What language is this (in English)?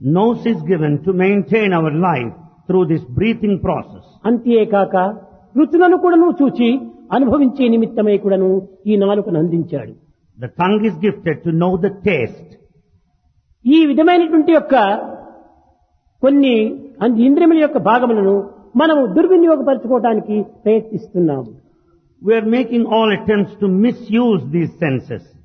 Telugu